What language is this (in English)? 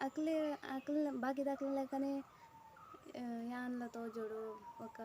Tulu